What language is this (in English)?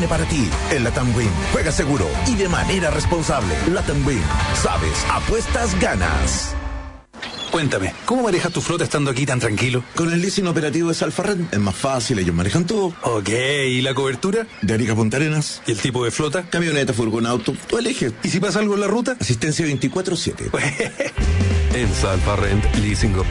Spanish